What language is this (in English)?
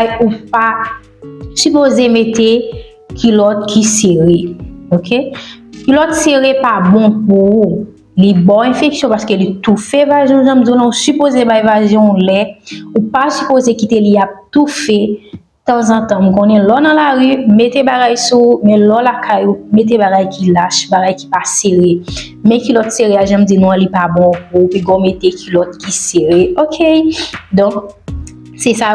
Haitian Creole